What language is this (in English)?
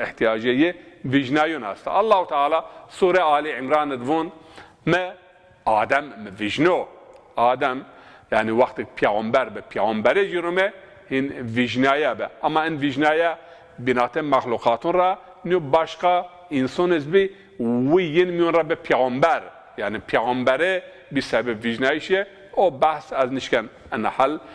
Zaza